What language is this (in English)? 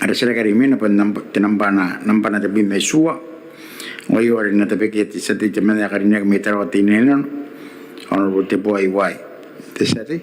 Gilbertese